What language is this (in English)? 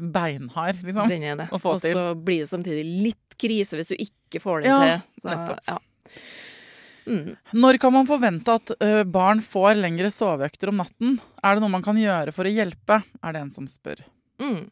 Norwegian